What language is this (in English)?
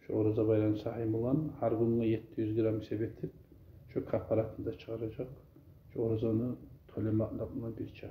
Kumyk